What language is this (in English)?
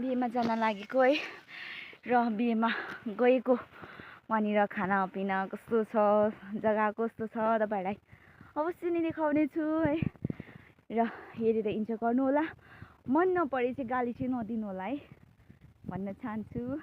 Nepali